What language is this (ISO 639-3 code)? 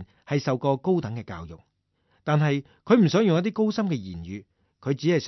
yue